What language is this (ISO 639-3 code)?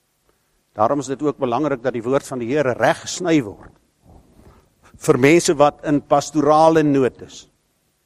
afr